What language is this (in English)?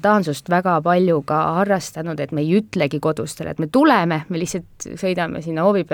Estonian